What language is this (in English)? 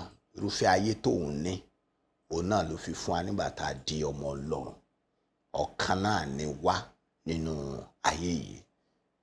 Yoruba